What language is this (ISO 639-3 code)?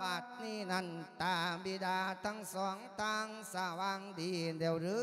lao